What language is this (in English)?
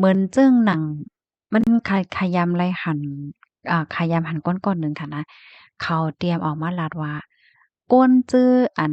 Shan